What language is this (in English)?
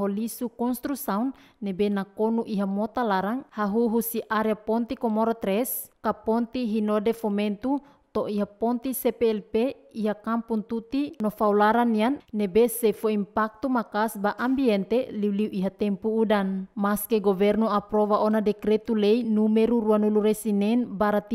Tetum